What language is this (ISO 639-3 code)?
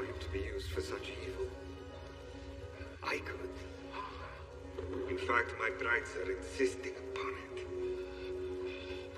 eng